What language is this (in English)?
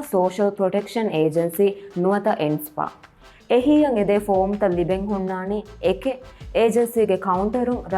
Divehi